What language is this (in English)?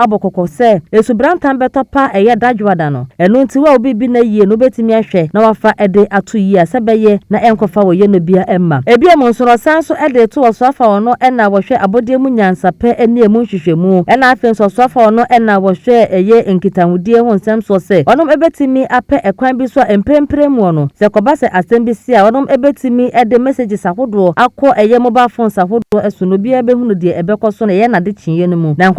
Akan